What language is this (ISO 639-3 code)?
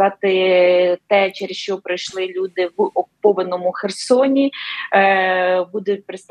ukr